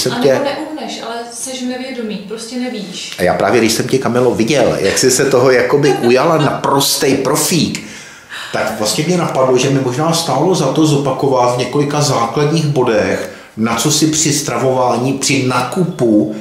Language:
Czech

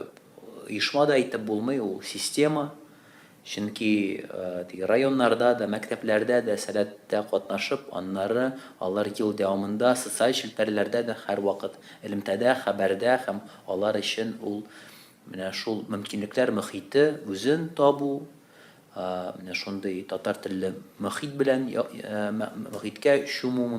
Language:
Tatar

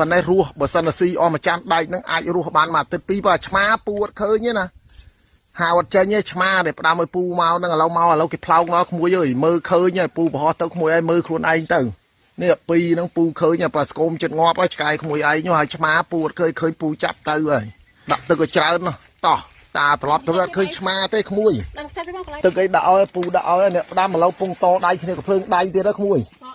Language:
Khmer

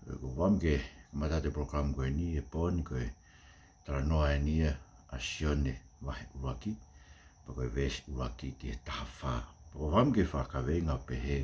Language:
Tongan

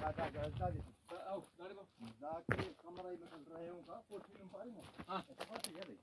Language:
Brahui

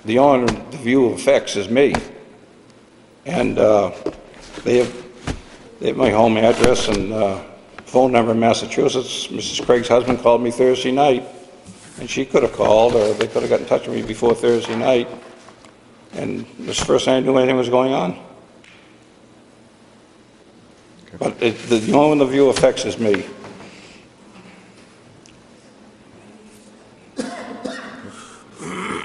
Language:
English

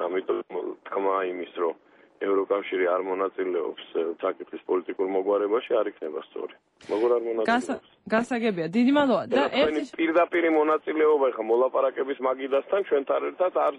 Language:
Georgian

